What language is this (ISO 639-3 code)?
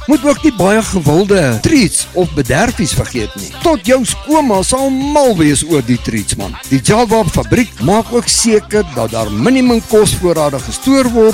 afr